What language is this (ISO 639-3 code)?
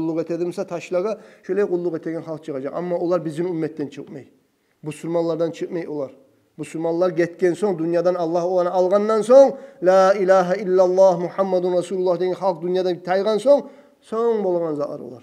kum